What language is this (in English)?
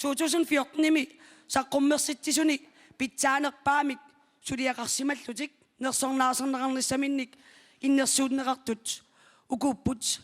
Kalaallisut